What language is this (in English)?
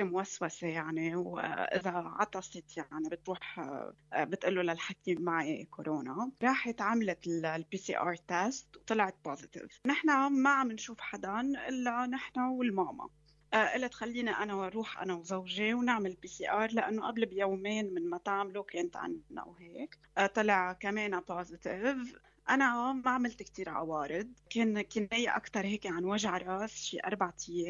North Levantine Arabic